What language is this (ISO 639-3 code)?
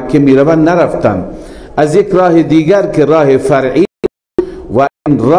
fas